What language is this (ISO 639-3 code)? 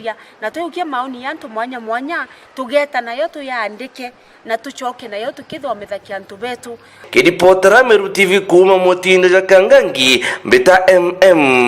mer